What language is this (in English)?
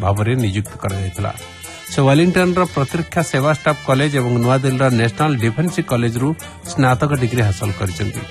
Odia